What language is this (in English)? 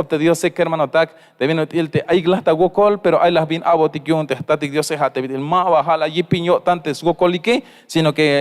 Tzeltal